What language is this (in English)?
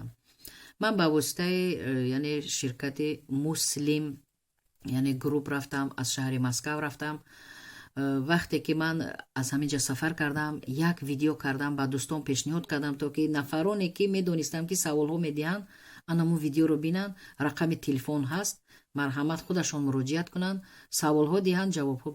Tajik